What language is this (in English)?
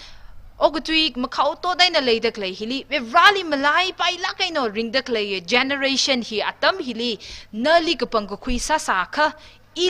Tangkhul Naga (India)